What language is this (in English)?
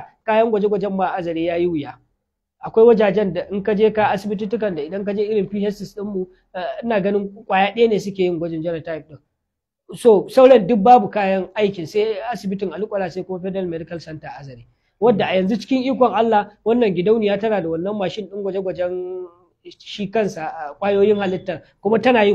Hausa